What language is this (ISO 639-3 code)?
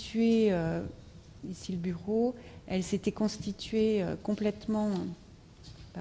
fra